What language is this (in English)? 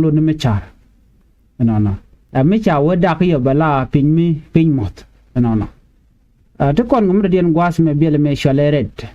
Nuer